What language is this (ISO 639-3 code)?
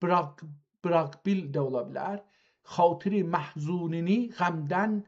azb